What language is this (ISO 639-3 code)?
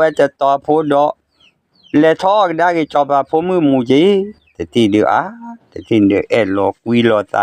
ksw